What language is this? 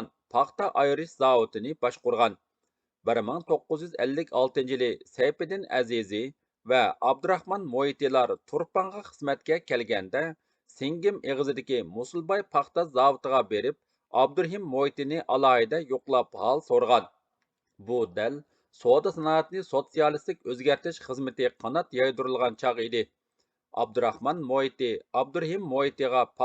Uyghur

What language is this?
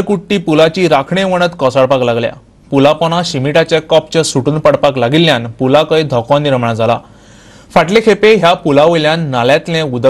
Konkani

